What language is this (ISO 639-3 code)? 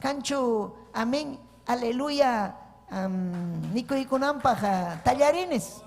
quy